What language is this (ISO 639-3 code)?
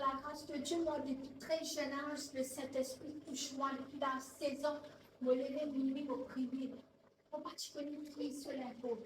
mfe